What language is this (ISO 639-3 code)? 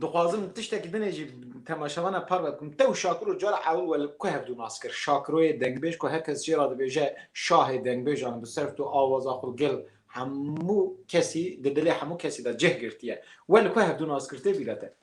kur